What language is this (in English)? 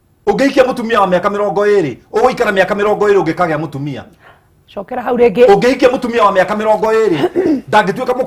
Kikuyu